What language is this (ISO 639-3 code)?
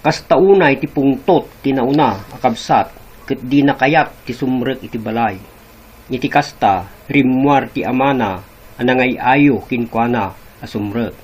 ilo